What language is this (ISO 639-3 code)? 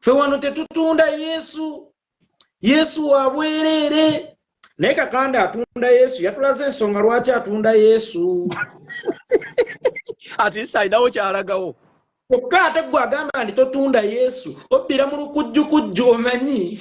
lug